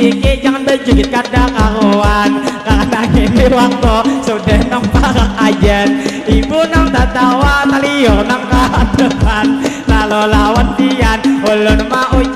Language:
Banjar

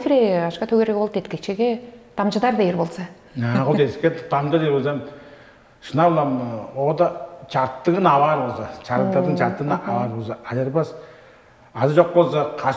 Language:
Tuvinian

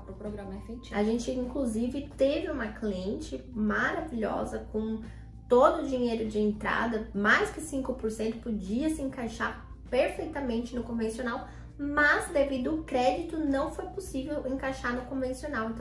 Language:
Portuguese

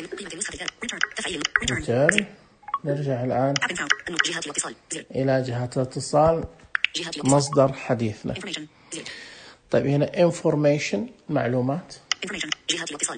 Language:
Najdi Arabic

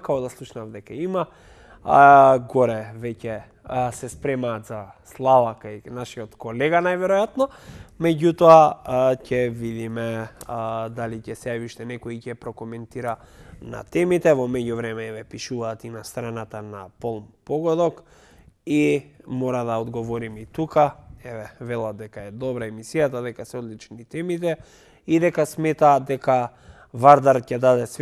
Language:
Macedonian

